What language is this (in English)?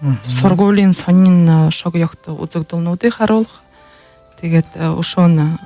Buriat